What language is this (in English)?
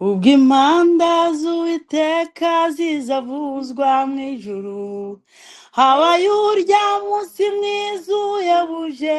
Kinyarwanda